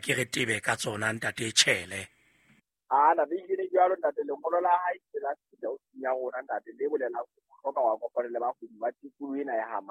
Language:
Southern Sotho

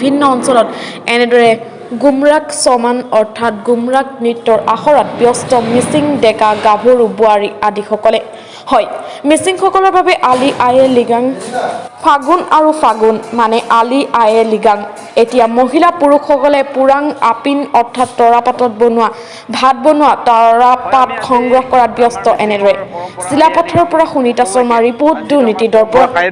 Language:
Assamese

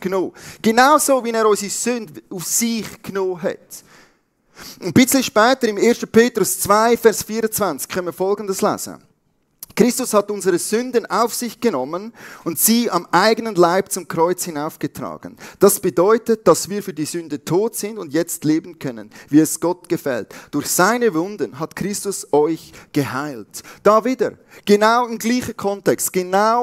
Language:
Swiss German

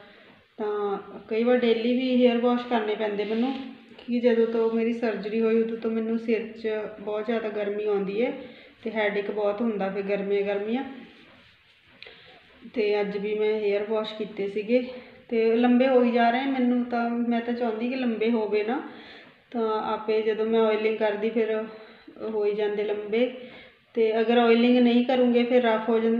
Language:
Punjabi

